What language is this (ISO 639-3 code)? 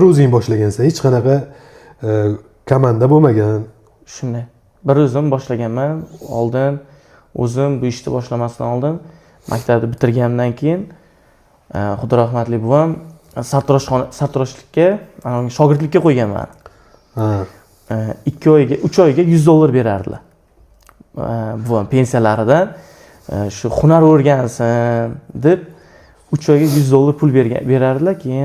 uzb